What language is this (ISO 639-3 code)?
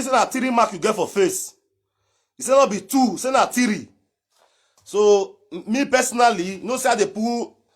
pcm